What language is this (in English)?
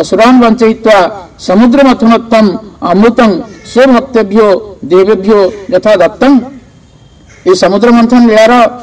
Odia